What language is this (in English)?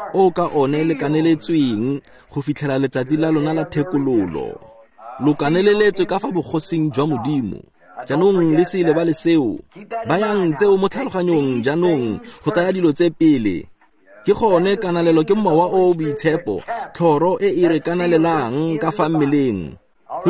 Tswana